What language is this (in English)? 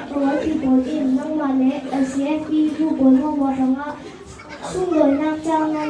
Falam Chin